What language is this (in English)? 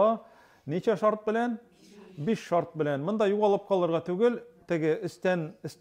Tatar